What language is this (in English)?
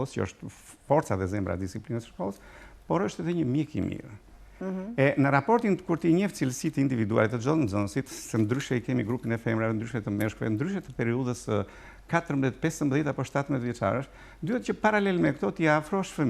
Albanian